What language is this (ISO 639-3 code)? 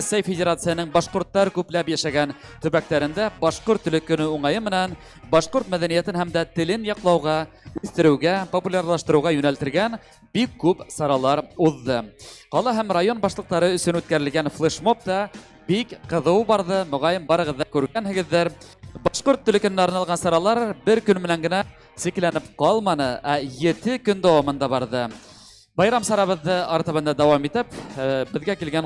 bak